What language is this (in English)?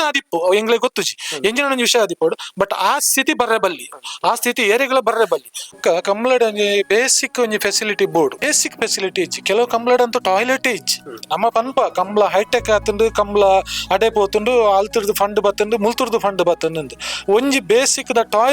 Tulu